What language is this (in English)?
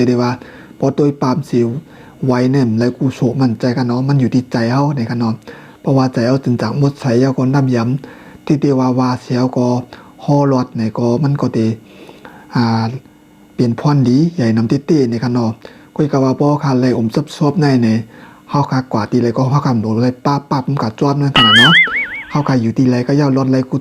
Shan